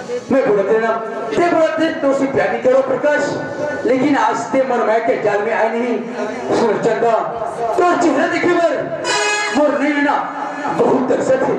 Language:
Chhattisgarhi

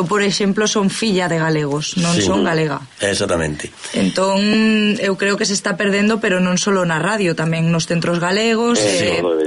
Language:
Galician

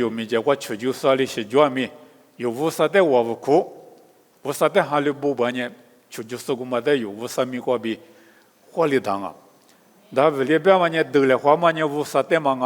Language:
Lisu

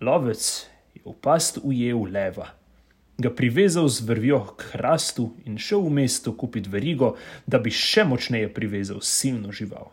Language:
Slovenian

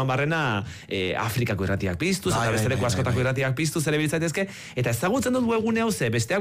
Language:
Basque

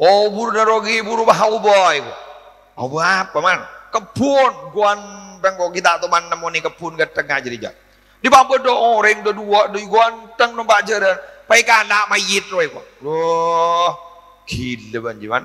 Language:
Madurese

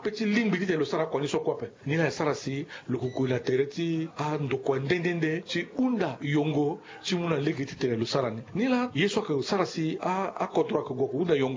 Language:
Sango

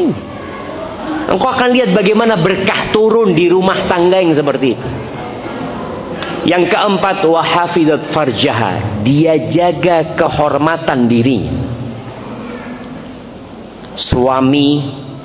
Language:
Indonesian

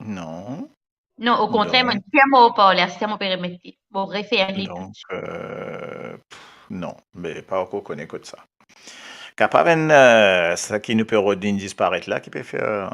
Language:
Morisyen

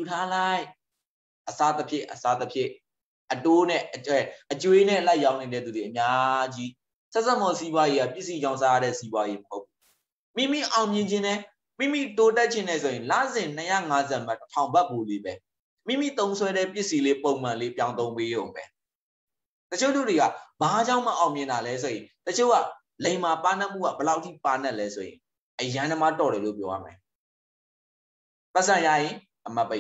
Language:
Burmese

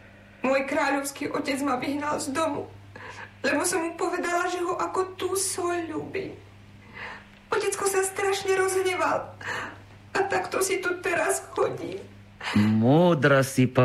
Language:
Slovak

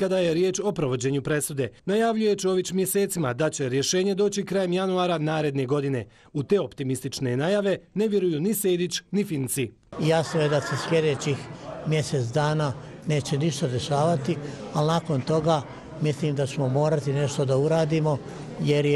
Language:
Bosnian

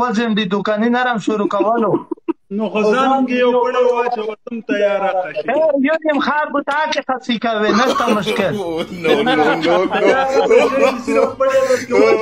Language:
Pashto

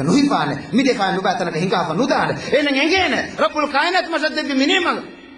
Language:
Divehi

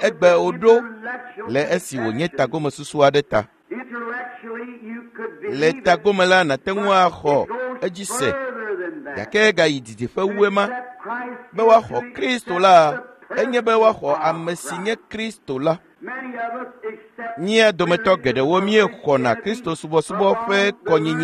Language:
Ewe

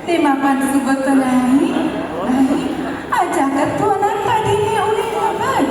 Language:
Balinese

